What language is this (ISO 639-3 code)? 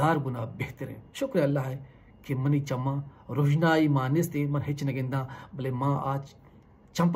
bal